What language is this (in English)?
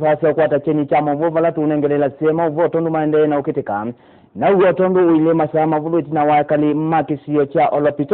Kamba